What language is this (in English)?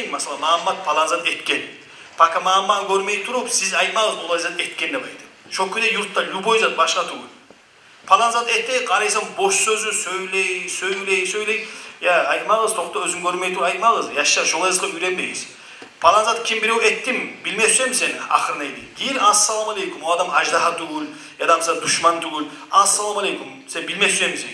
Kumyk